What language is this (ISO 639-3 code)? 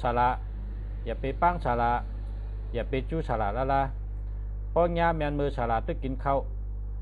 shn